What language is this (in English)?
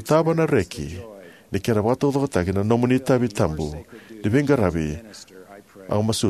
Fijian